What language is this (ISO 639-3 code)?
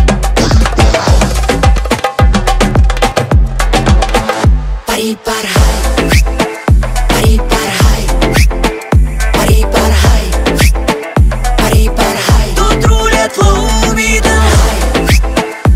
rus